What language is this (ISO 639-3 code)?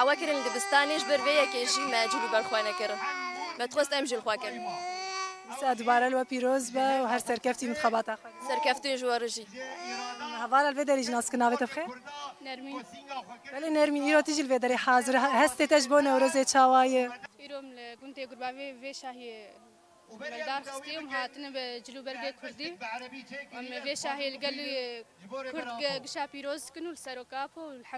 kur